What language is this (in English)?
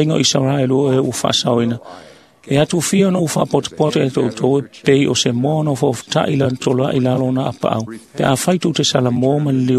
Samoan